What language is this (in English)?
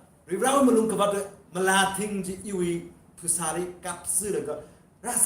Tangkhul Naga (India)